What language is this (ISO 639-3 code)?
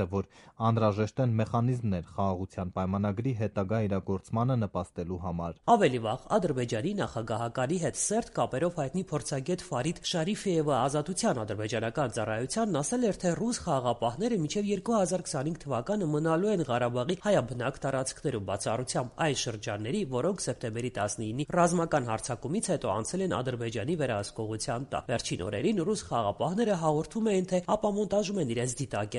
hye